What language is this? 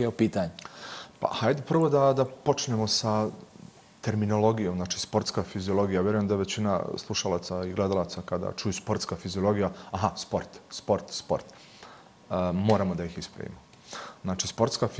Bosnian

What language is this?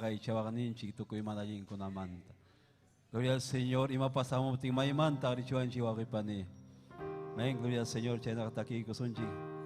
Ayacucho Quechua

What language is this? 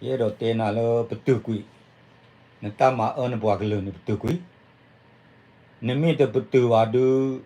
S'gaw Karen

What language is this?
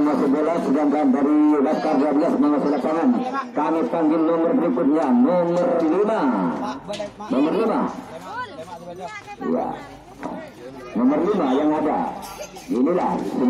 Indonesian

